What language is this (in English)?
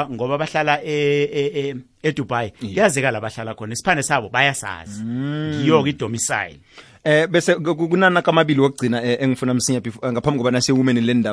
South Ndebele